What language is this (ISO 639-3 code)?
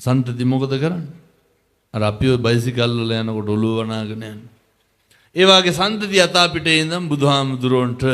sin